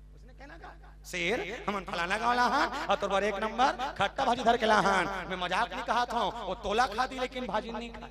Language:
Chhattisgarhi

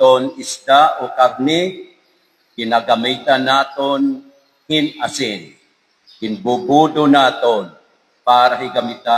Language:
Waray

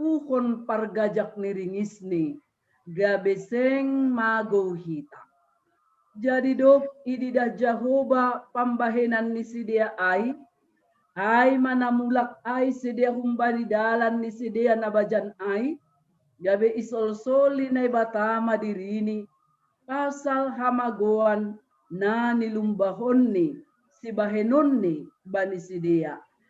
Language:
Batak Simalungun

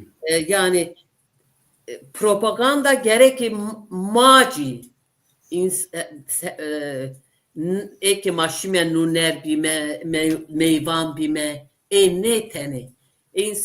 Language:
Zaza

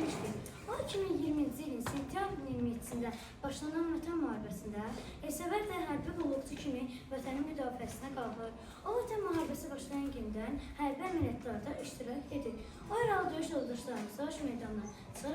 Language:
Azerbaijani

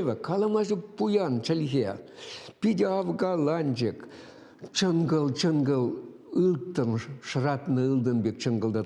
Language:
Chuvash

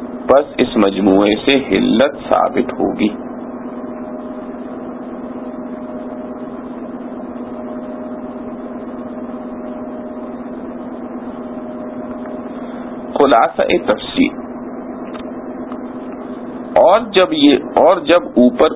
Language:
Urdu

